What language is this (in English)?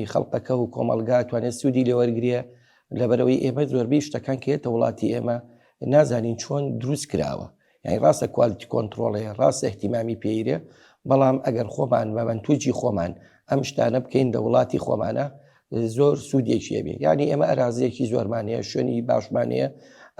Central Kurdish